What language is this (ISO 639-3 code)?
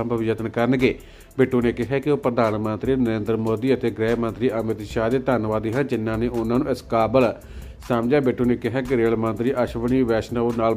pan